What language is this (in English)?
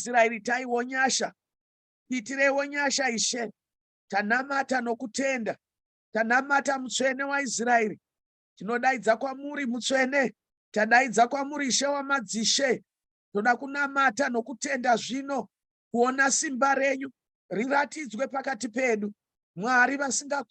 Shona